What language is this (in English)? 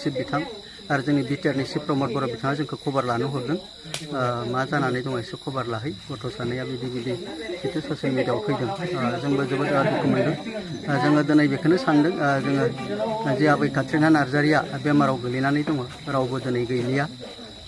Bodo